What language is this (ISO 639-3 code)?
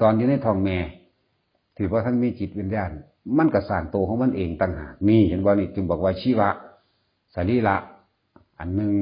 tts